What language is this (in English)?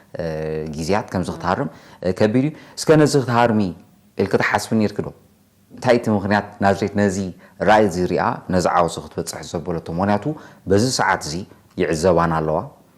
Tigrinya